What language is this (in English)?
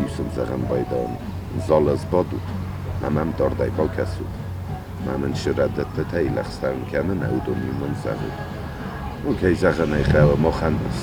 Ossetic